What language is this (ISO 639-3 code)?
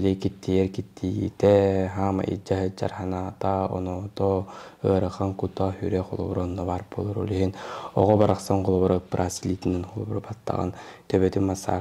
sah